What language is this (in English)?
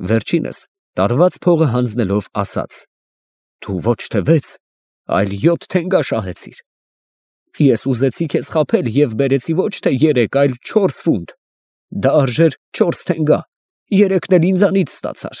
Armenian